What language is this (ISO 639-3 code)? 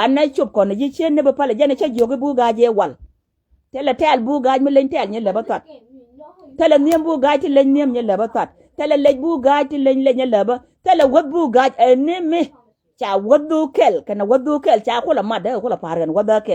nus